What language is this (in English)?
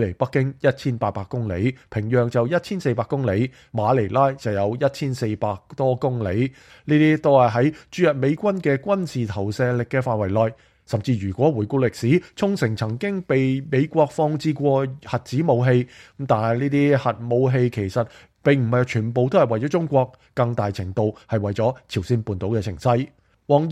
Cantonese